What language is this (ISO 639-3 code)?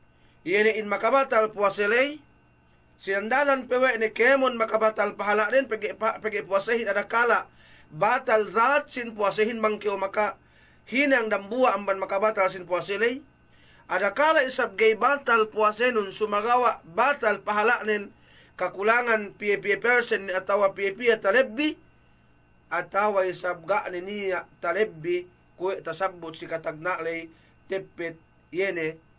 yka